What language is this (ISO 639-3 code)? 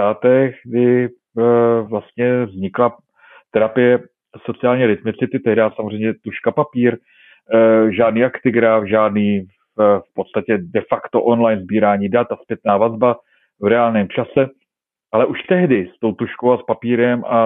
ces